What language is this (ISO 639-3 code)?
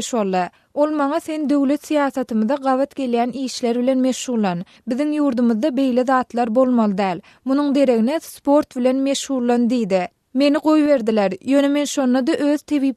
tuk